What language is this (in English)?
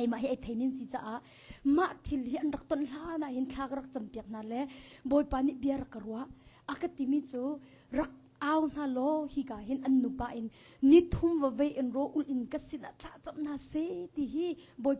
Hakha Chin